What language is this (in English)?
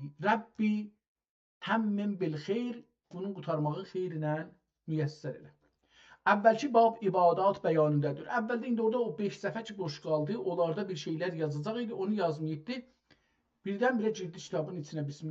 South Azerbaijani